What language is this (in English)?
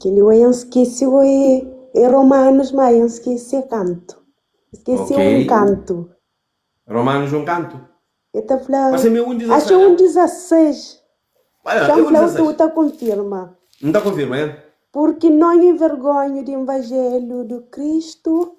Kabuverdianu